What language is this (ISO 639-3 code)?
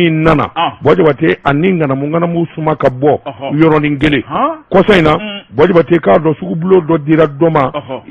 bam